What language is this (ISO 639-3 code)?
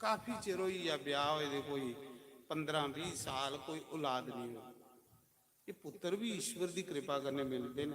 doi